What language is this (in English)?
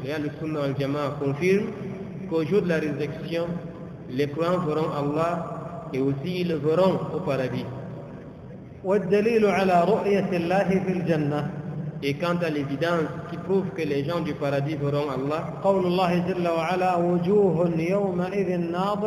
French